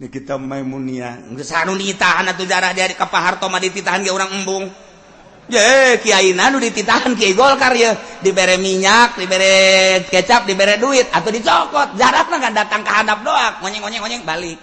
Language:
Sundanese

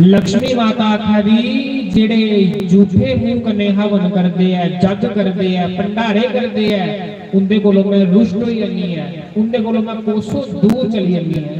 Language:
Dogri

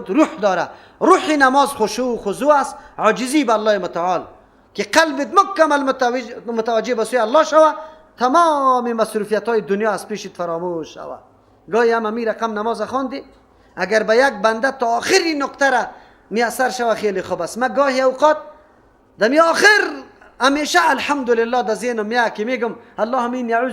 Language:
Persian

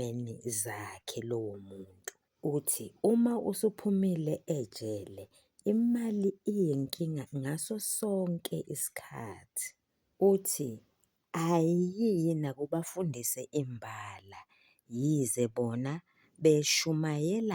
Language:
Zulu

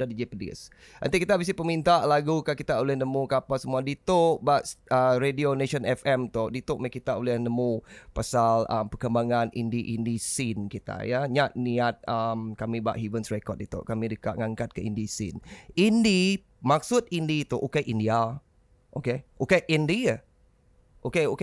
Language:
Iban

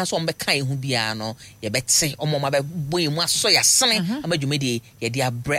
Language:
Akan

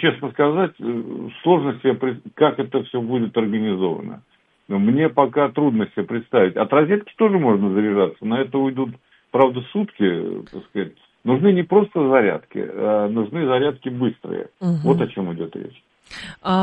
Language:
Russian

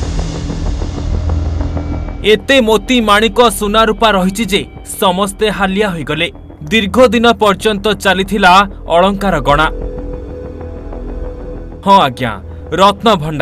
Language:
Odia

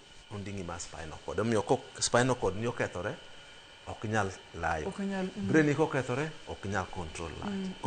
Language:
Luo (Kenya and Tanzania)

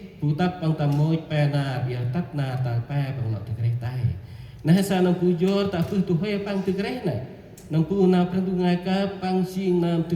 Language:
Central Mnong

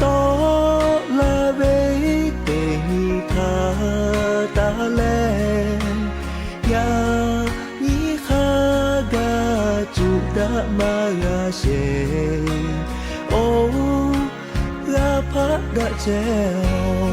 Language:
Lahu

